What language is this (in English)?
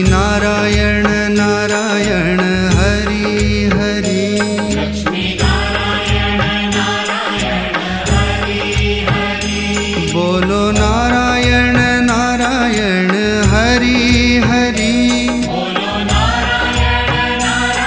Konkani